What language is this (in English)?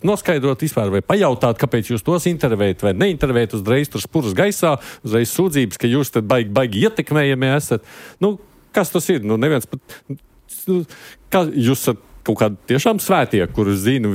Latvian